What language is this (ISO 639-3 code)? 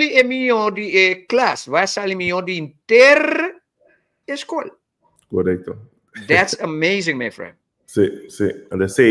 pap